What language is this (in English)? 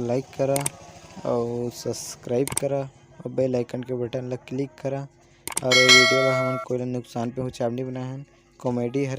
Chhattisgarhi